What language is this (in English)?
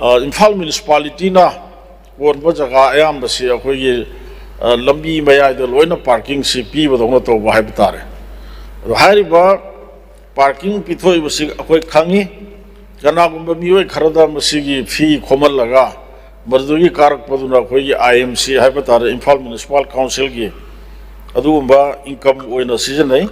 Manipuri